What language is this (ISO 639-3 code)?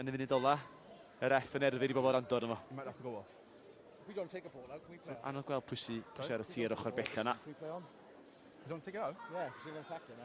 cym